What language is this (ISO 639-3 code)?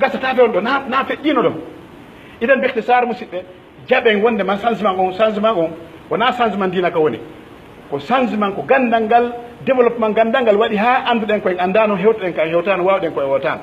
fuf